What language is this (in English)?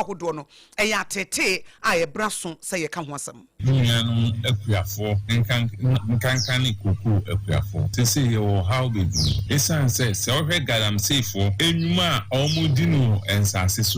Akan